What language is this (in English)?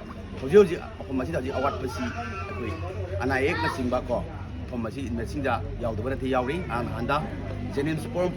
Manipuri